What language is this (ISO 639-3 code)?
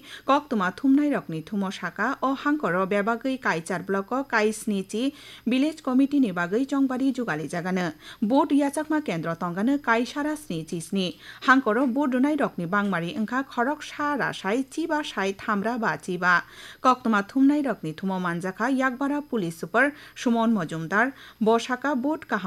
trp